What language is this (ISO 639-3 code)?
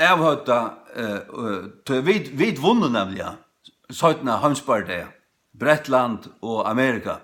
fao